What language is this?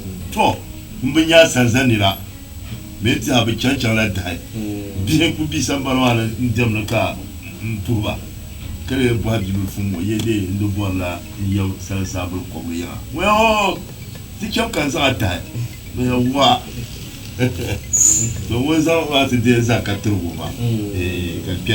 Dagbani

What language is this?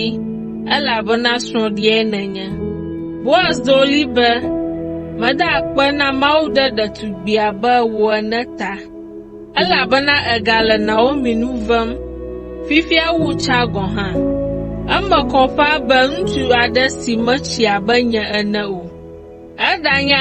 Ewe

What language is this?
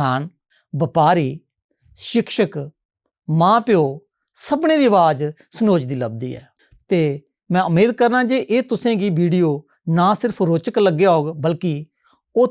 Dogri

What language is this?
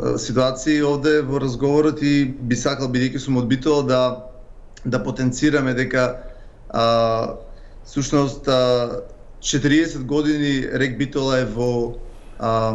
Macedonian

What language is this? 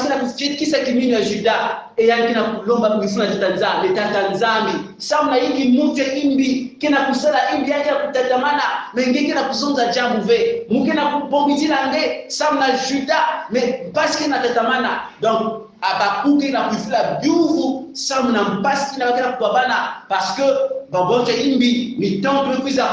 Kongo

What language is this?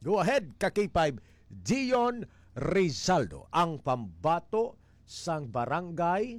Hiligaynon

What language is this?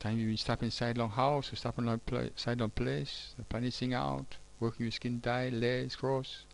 Tok Pisin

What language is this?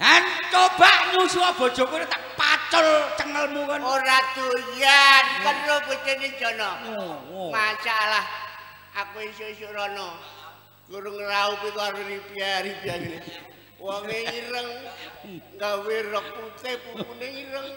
Javanese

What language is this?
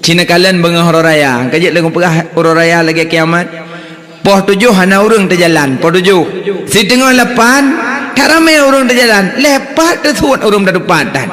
Achinese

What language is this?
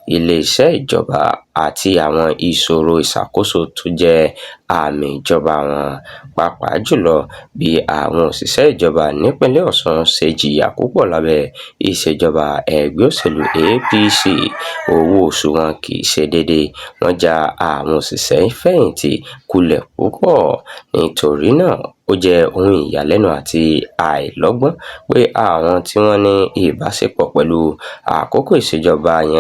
Yoruba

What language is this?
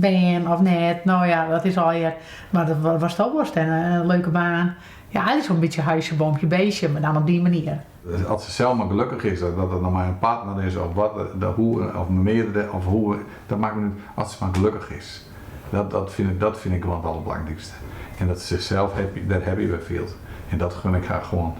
Western Frisian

